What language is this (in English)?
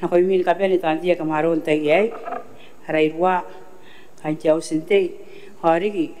Gilbertese